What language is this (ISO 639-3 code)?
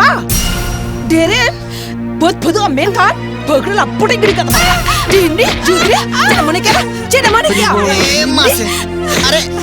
sat